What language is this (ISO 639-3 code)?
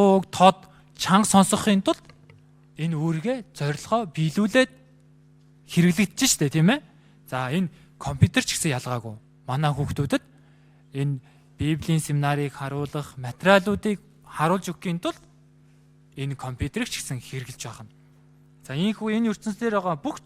mon